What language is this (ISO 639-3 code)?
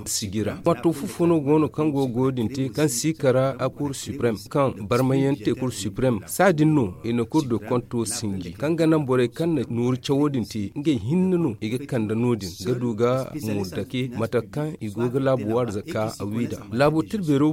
dje